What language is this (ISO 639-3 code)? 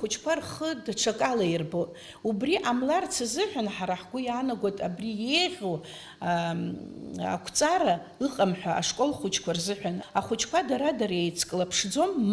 abk